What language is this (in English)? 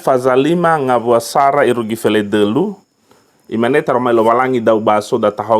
Nias